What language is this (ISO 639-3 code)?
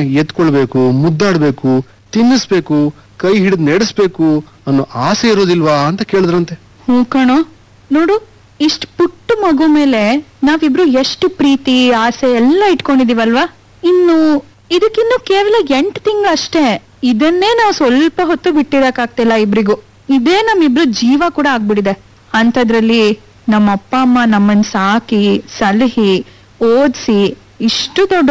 kan